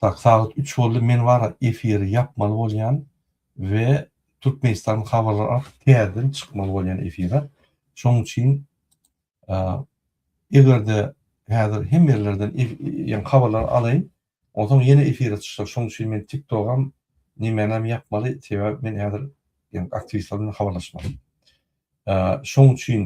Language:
Turkmen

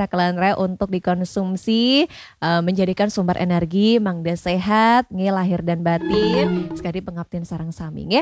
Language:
Balinese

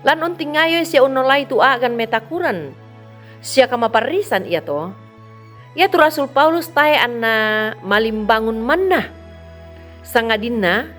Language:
Toraja-Sa'dan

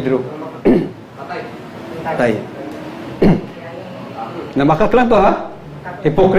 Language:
Cebuano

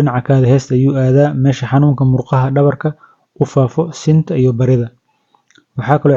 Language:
Somali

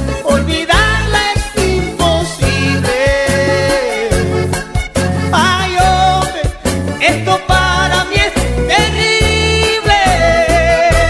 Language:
Spanish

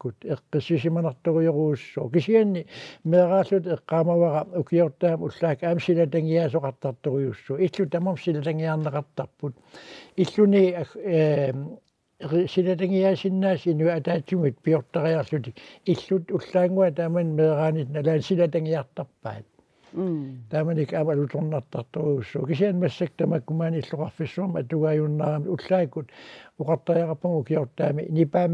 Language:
Kalaallisut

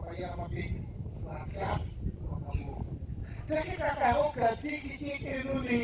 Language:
Acoli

